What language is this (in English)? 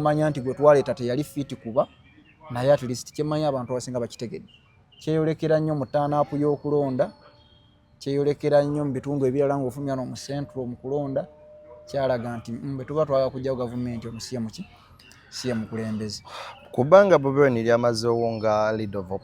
Ganda